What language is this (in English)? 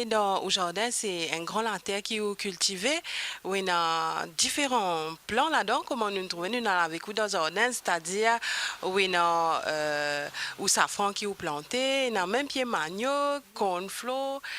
Morisyen